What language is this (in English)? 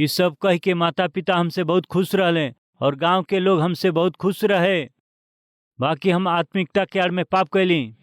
Bhojpuri